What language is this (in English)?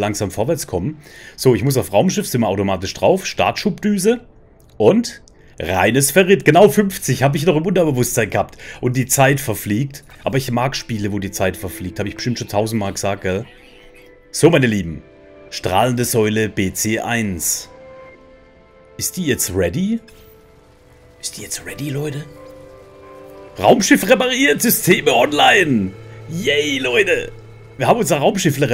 German